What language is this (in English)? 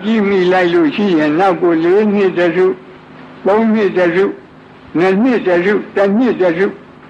Burmese